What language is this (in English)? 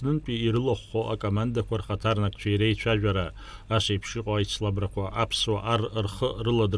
Abkhazian